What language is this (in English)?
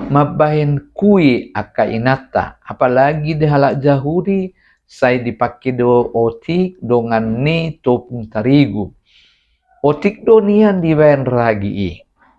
Batak Toba